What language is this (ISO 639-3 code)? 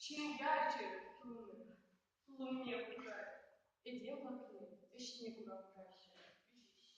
chv